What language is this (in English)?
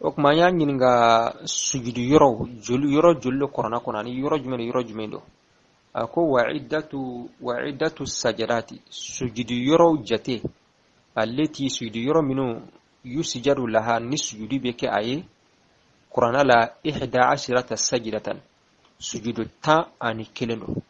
Bambara